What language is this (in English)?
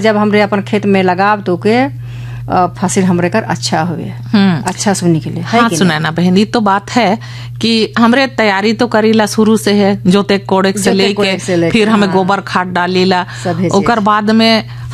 Bhojpuri